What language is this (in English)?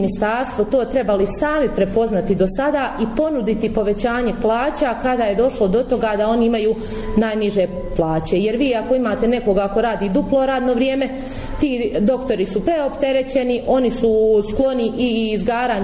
Bosnian